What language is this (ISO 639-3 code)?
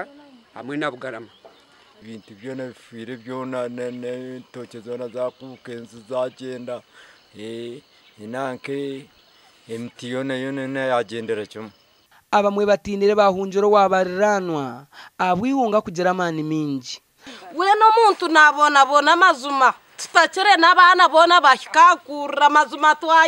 nyn